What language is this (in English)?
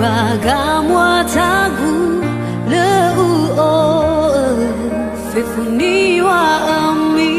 Nias